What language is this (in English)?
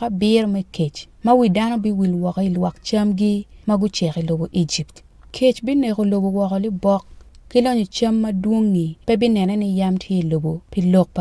Acoli